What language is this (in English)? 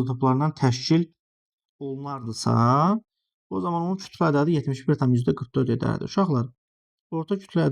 Azerbaijani